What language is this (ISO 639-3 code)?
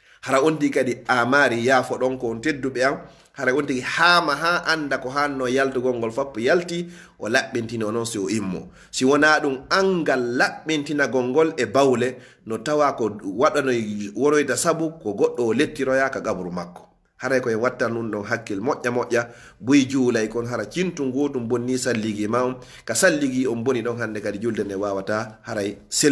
ful